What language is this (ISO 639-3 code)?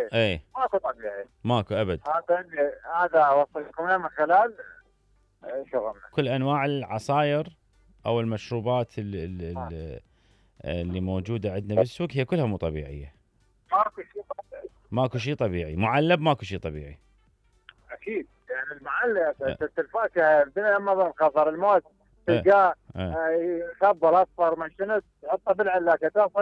acm